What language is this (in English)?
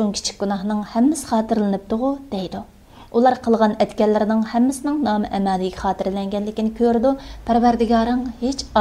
Uyghur